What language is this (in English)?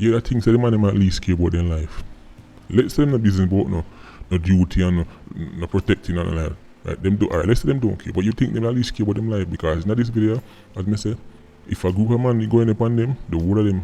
Jamaican Creole English